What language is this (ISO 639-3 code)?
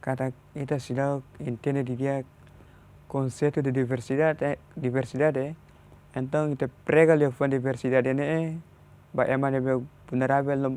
tet